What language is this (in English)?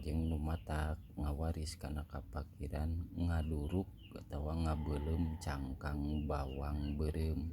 Sundanese